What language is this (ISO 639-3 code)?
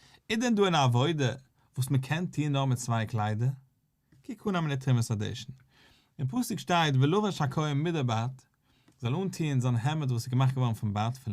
yid